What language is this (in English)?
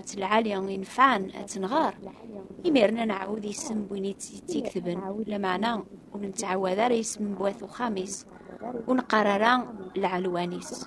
Kabyle